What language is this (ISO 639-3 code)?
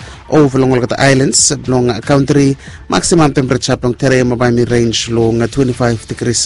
bis